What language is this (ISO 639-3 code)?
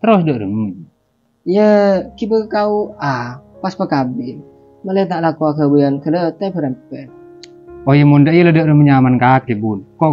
mad